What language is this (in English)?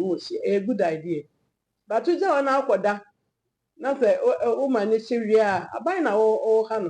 Akan